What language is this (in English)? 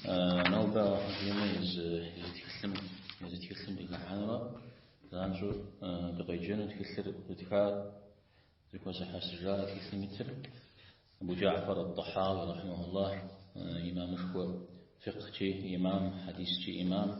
Kabardian